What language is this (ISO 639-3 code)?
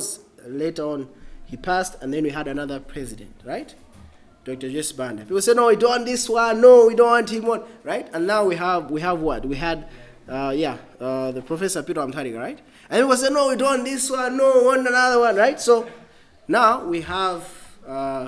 eng